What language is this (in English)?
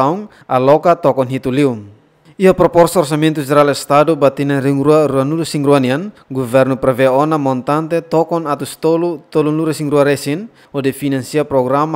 Tetum